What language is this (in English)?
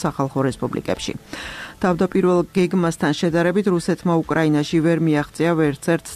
Georgian